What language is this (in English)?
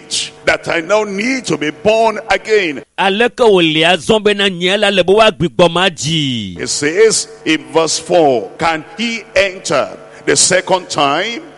Ewe